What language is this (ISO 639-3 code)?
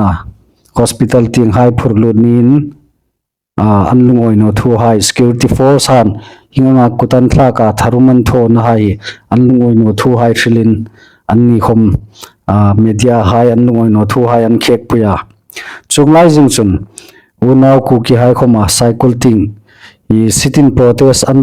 hmr